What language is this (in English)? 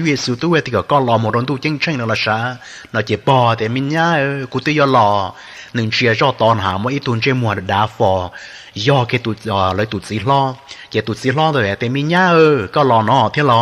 Hmong